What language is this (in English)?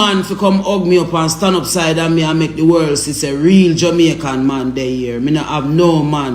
Jamaican Creole English